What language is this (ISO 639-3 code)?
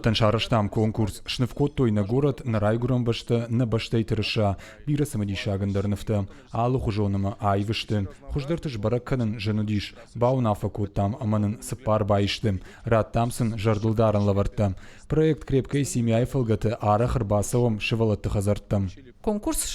oss